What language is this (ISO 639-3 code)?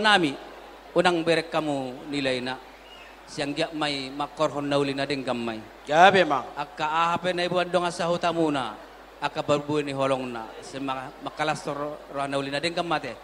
bbc